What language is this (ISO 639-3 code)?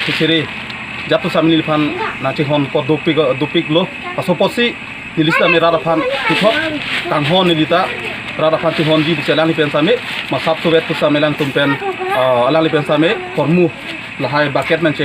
mjw